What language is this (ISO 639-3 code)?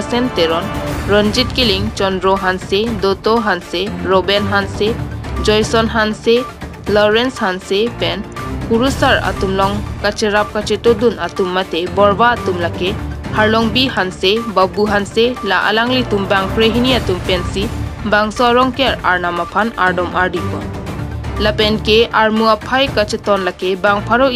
mjw